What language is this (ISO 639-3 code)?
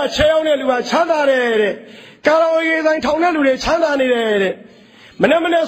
mya